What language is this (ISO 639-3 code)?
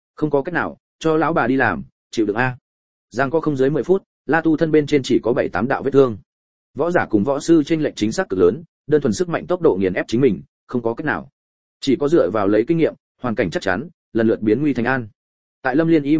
vie